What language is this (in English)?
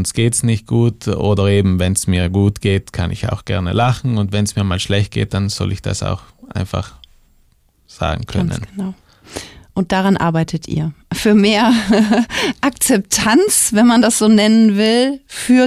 German